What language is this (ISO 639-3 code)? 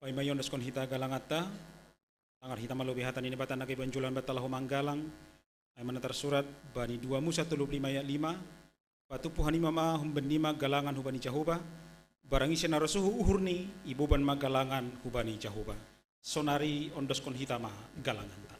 bts